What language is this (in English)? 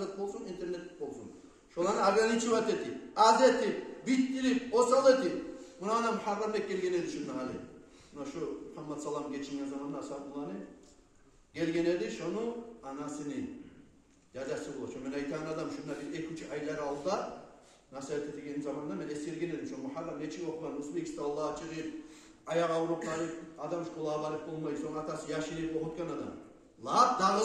Kumyk